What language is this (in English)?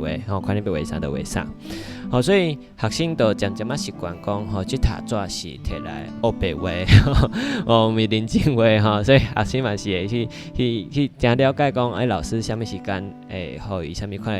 Min Nan Chinese